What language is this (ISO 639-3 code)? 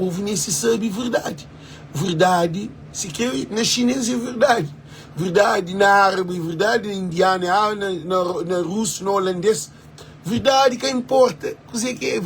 kea